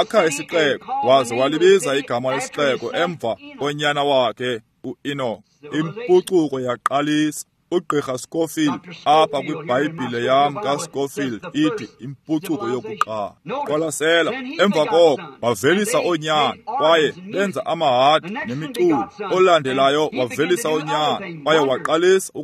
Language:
Xhosa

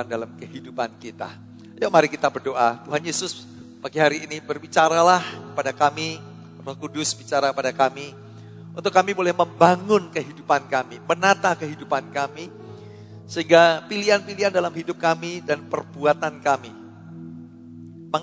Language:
Indonesian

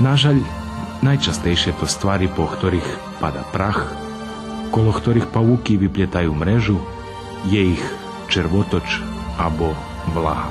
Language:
Rusyn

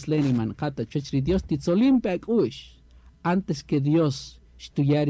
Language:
Kaqchikel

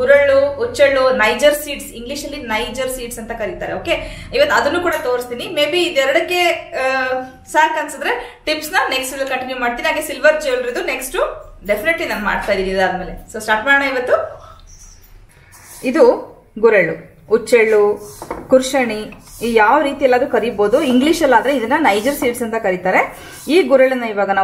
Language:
Kannada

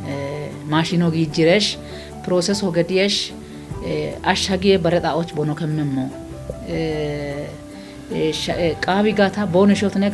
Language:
Kafa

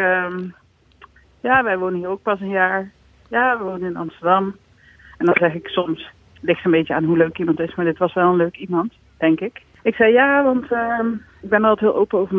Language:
Dutch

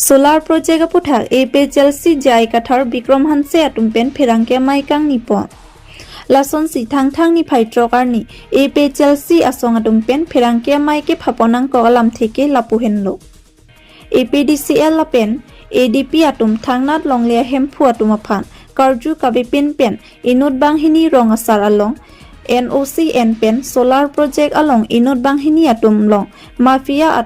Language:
Karbi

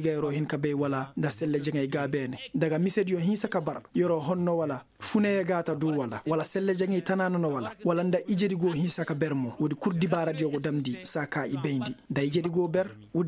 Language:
Koyraboro Senni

